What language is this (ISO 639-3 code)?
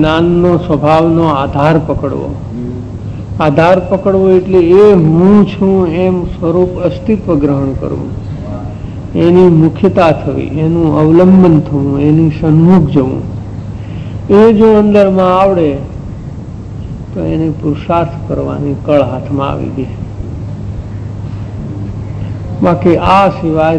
guj